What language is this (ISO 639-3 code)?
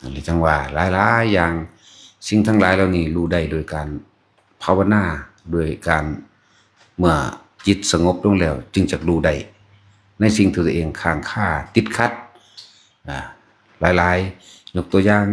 tts